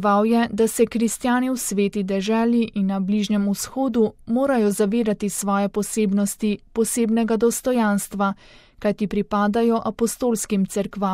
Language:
Slovenian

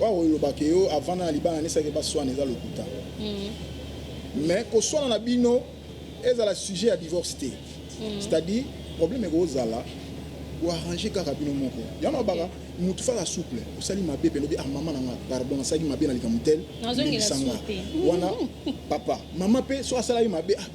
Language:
Lingala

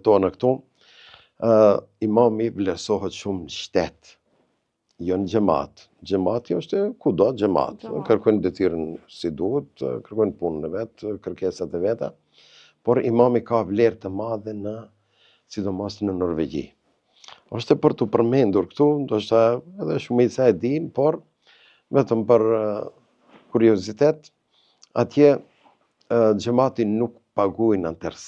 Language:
Albanian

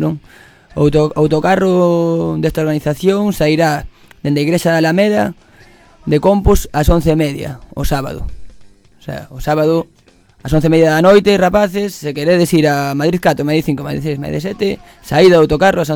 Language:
Galician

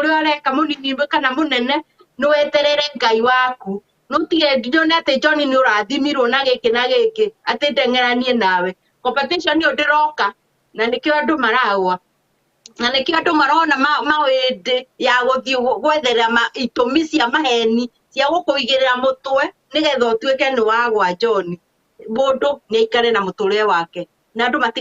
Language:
Kikuyu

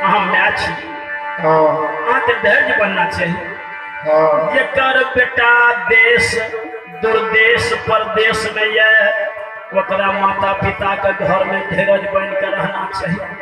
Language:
Maithili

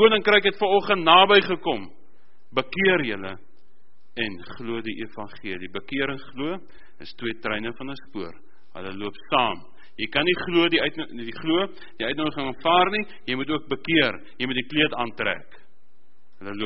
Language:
Afrikaans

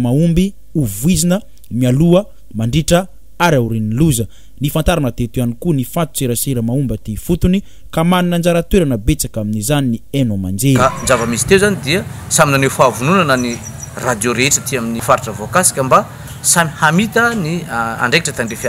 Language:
Malagasy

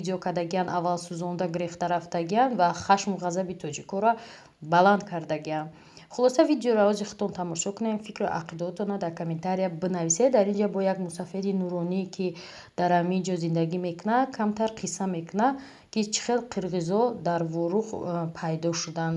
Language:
Tajik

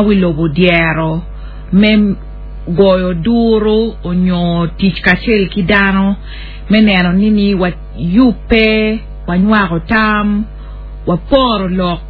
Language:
Acoli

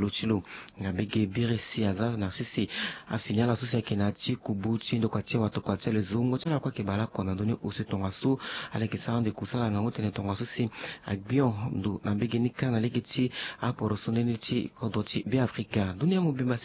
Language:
Sango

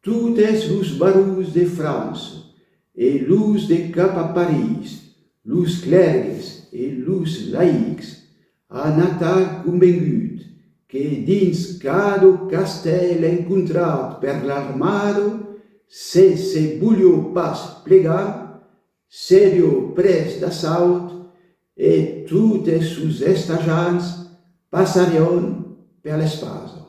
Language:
Occitan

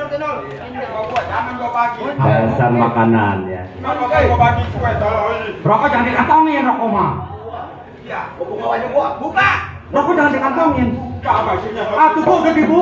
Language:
Betawi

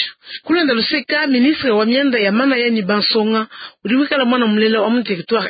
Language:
Luba-Lulua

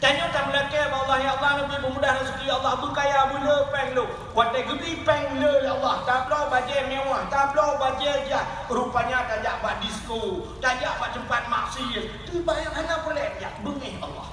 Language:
Achinese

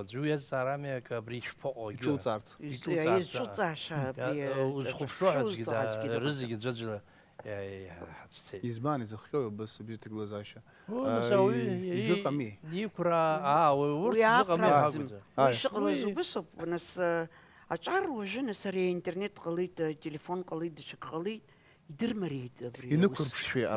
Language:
Abkhazian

